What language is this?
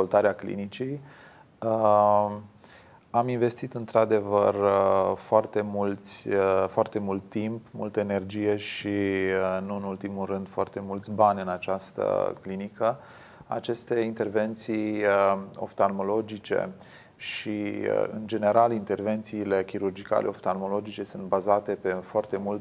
Romanian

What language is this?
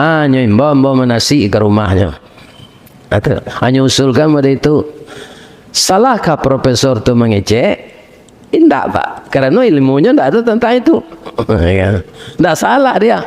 Minangkabau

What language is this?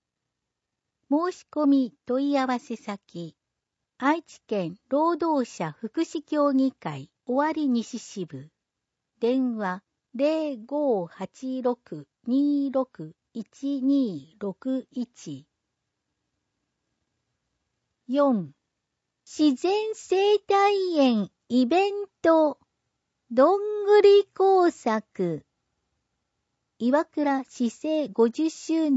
Japanese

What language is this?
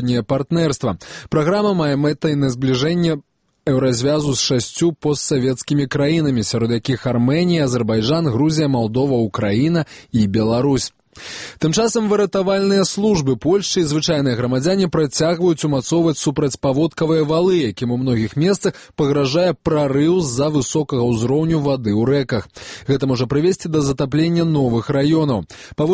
Belarusian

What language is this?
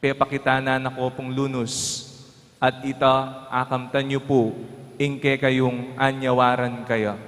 Pampanga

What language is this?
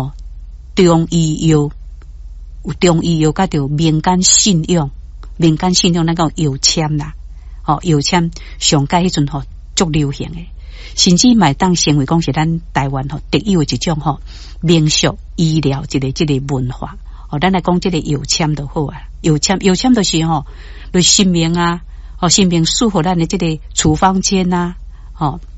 Min Nan Chinese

